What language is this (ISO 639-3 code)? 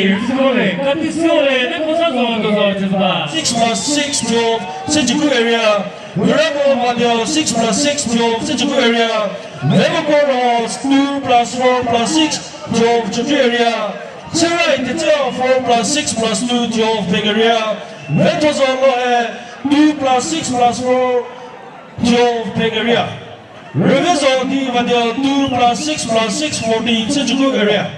nri